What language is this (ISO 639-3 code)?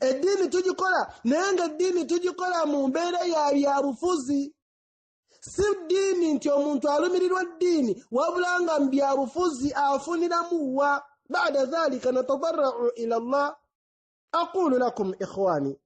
lug